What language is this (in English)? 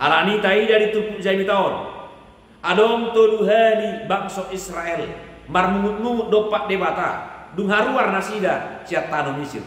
Batak Toba